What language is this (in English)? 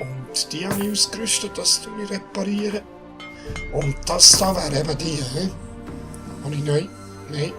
Swiss German